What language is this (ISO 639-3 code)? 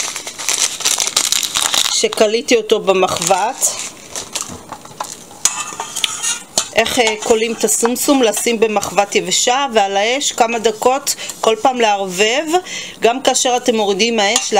heb